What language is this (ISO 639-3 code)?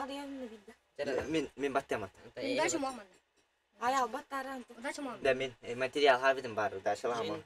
sah